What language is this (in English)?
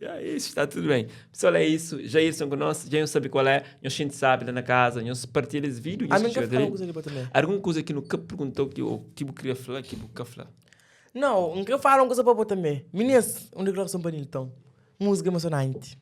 Kabuverdianu